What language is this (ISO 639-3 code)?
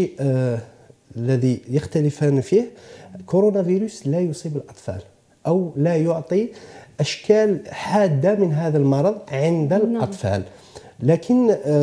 ara